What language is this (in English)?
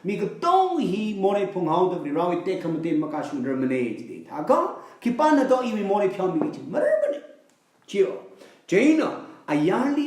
Tangkhul Naga (India)